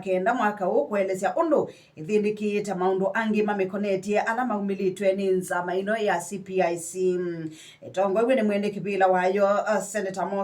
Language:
Kamba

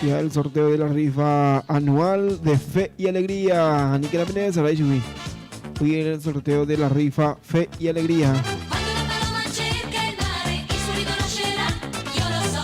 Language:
Guarani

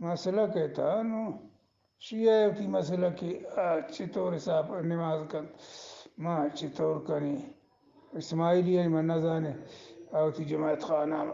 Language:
Eastern Balochi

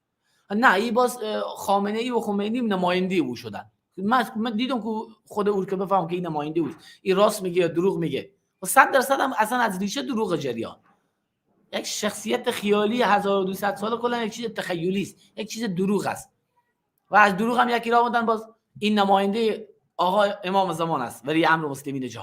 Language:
Persian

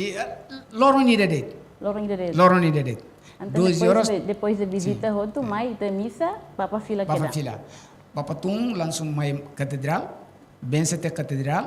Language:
Tetum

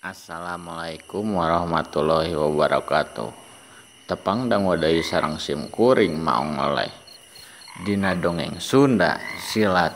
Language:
Sundanese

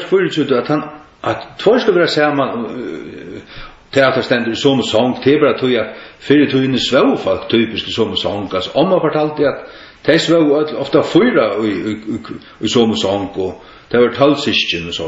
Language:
Faroese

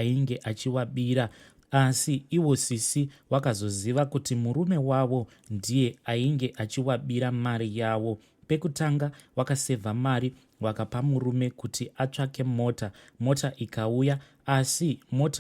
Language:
Shona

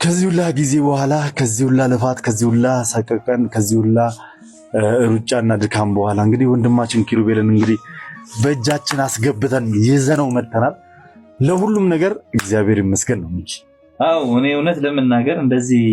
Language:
Amharic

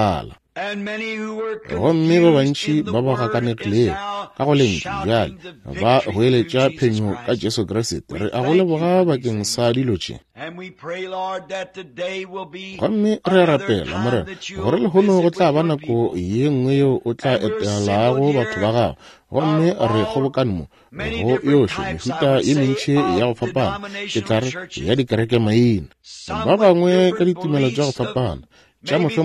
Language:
Northern Sotho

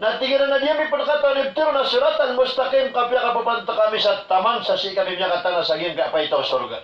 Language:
Maranao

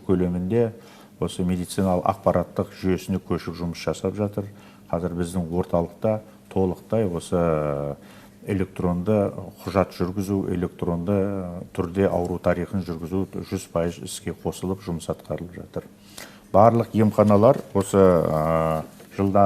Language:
Kazakh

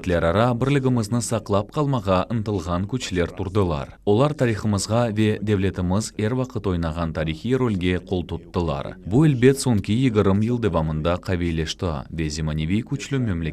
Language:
Crimean Tatar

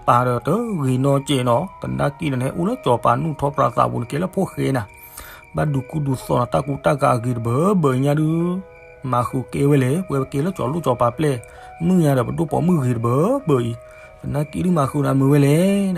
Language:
S'gaw Karen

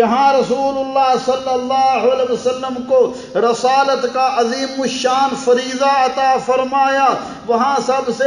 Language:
Urdu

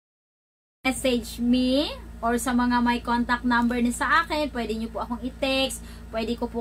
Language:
Filipino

